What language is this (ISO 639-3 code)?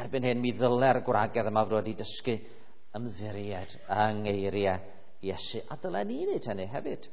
cym